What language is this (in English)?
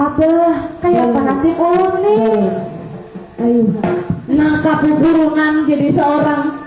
Banjar